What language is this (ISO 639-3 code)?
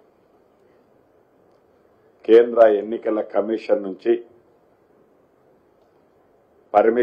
tel